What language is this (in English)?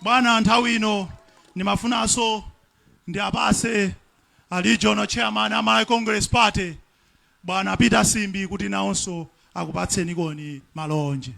Nyanja